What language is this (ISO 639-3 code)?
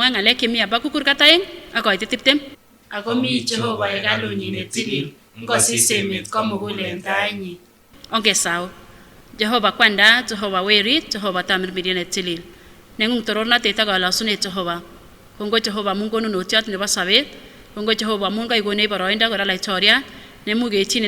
sgc